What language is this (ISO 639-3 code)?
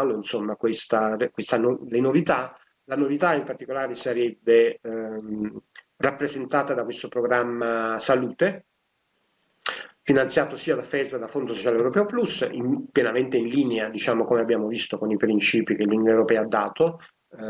ita